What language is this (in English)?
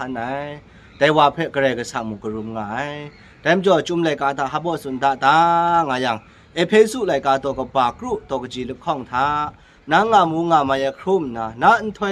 Kachin